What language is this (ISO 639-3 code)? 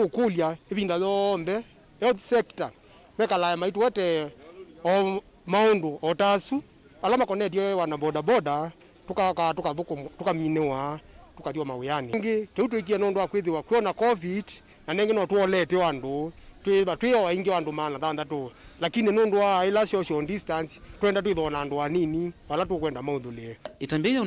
kam